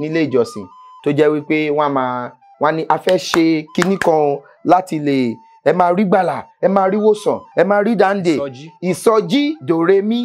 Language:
Yoruba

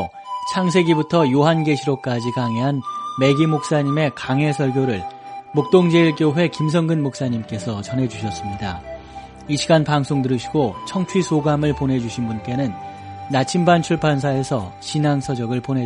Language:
Korean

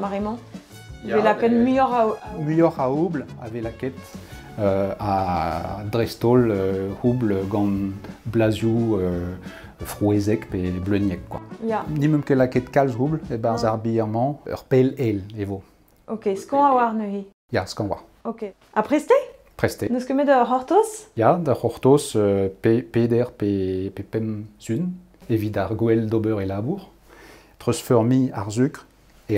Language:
Breton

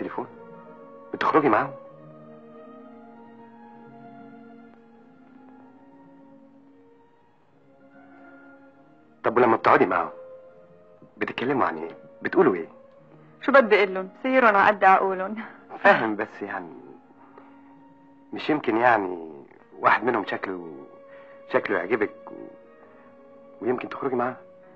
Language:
Egyptian Arabic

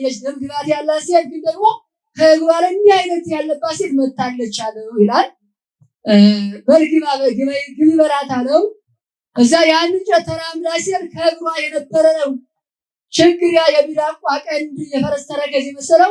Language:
Amharic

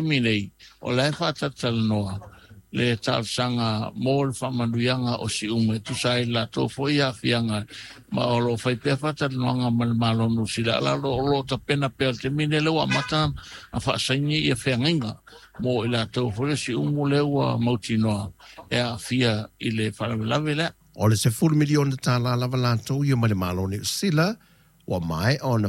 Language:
Samoan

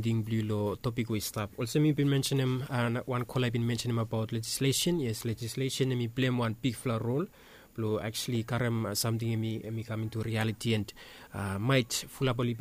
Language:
Bislama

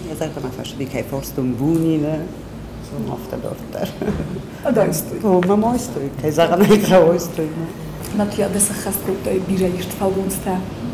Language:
Ossetic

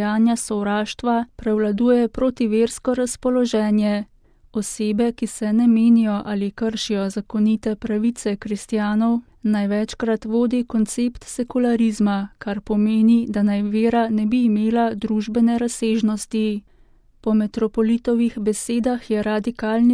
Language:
Slovenian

